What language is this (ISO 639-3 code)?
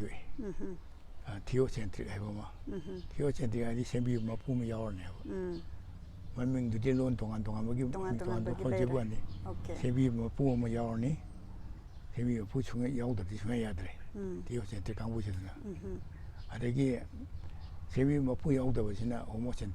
mni